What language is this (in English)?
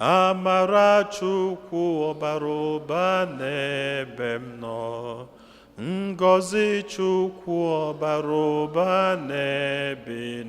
Igbo